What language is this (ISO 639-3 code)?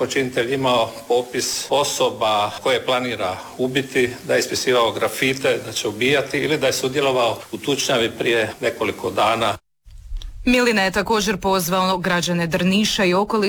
hrv